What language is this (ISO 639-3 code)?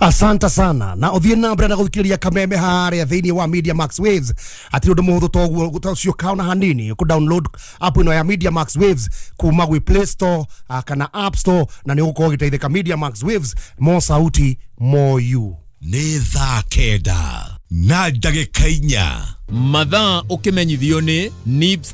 kik